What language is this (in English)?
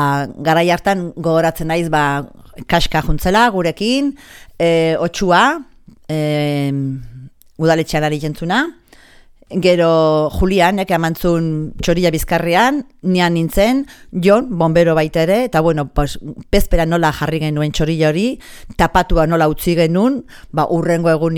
Basque